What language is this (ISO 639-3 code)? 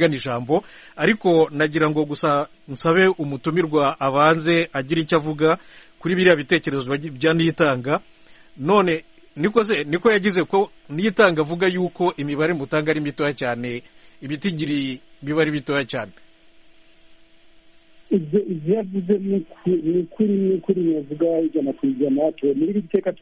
kin